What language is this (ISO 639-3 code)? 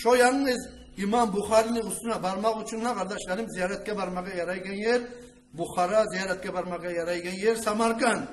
kum